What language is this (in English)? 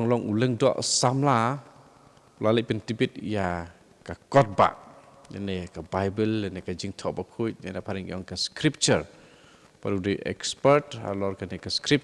Khasi